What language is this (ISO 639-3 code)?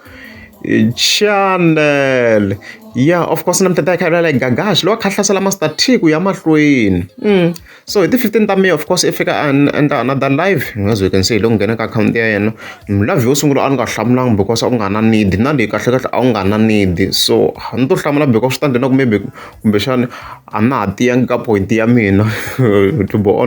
tso